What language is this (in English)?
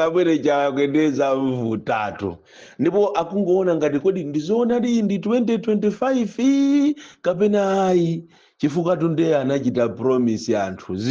Nyanja